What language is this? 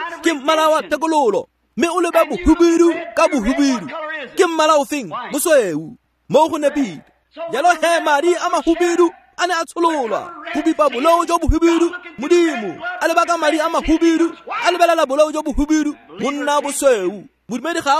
Tswana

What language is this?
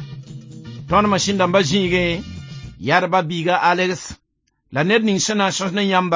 Mossi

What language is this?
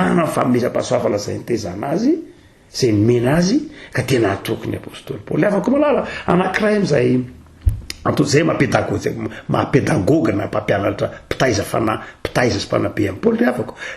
Malagasy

